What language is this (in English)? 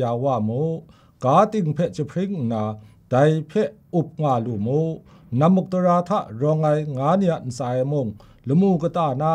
Kachin